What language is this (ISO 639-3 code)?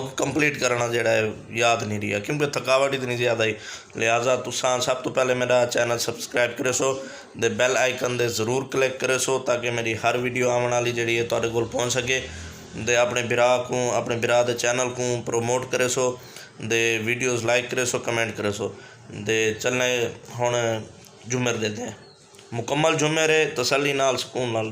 skr